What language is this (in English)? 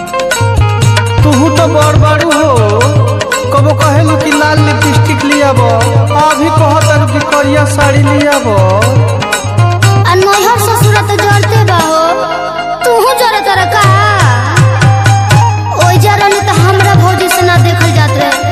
Bhojpuri